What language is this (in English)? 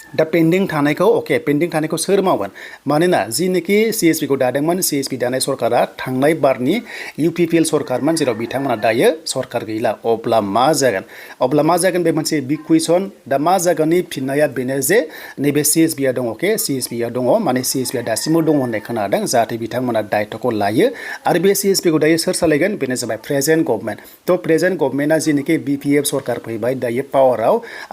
Bodo